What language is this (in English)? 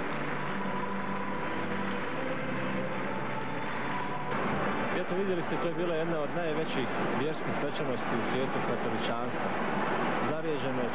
Croatian